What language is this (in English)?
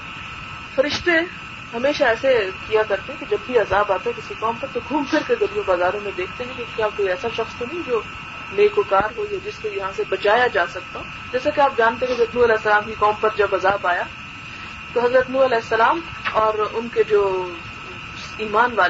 Urdu